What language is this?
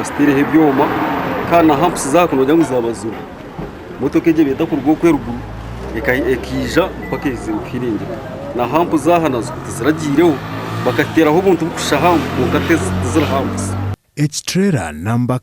Nyankole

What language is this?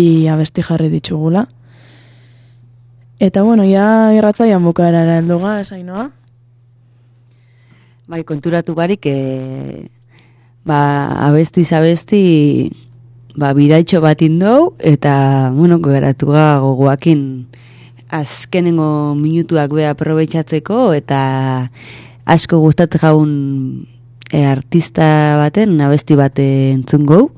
Basque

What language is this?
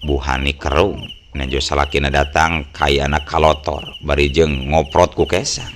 Sundanese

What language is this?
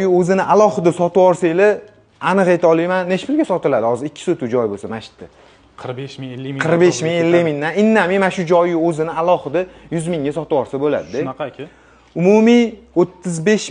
Uzbek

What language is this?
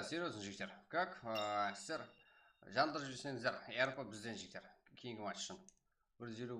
Kara-Kalpak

